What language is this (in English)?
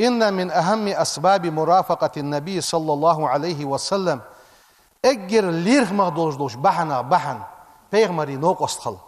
Ingush